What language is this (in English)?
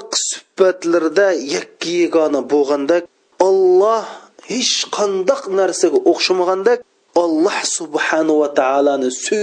Uyghur